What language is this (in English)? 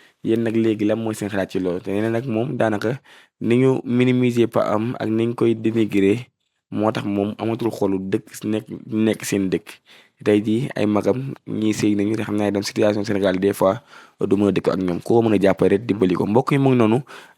Wolof